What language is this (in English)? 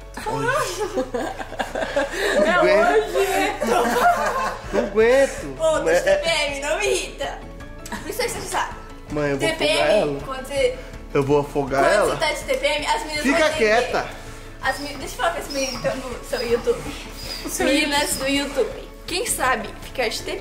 Portuguese